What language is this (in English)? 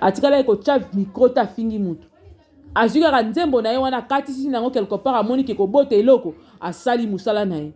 Lingala